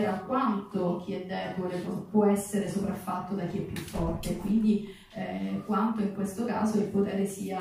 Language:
Italian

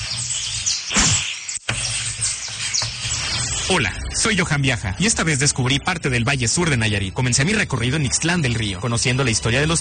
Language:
Spanish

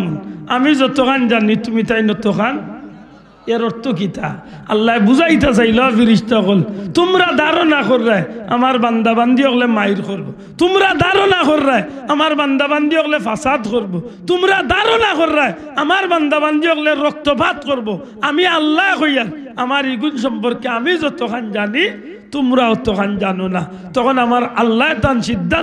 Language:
Sylheti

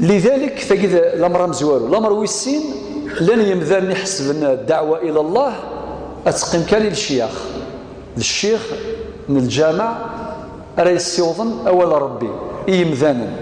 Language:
Kabyle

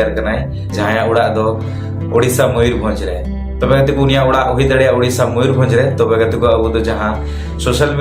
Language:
Santali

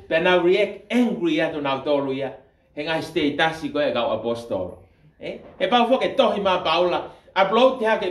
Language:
Tongan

